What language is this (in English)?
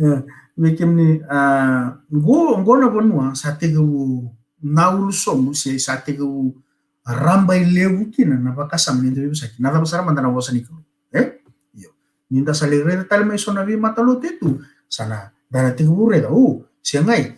Fijian